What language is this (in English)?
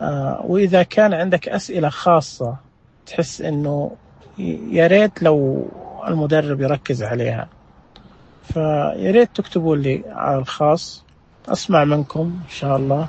Najdi Arabic